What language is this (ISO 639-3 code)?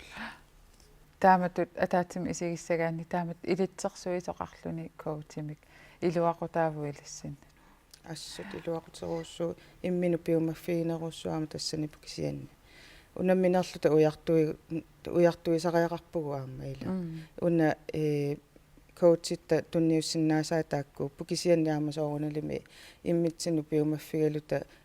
kal